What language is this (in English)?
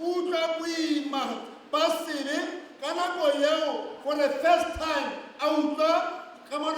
Tswana